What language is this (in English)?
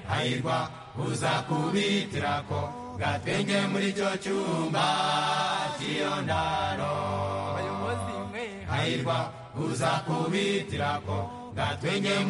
Kinyarwanda